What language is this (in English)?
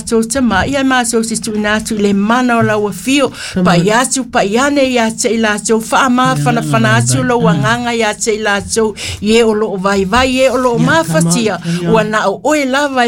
Samoan